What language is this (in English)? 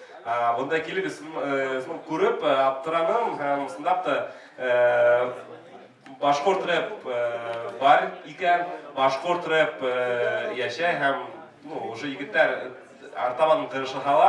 Bashkir